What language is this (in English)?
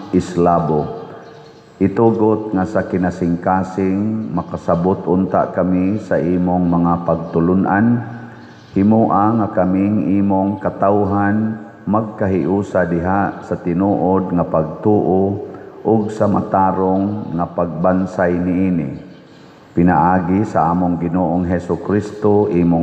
Cebuano